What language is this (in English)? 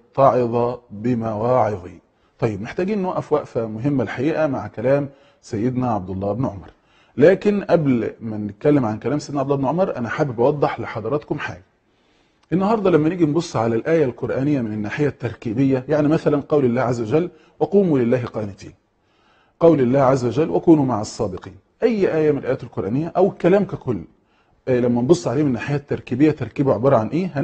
Egyptian Arabic